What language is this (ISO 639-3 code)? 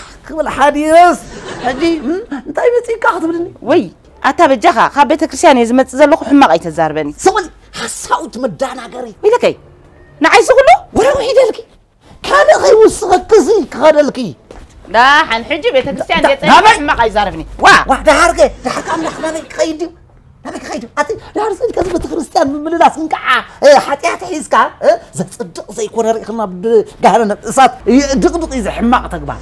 tir